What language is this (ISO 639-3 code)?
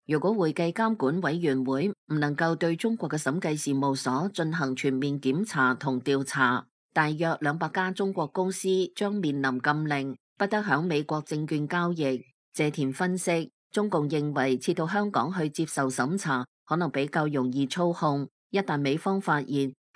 yue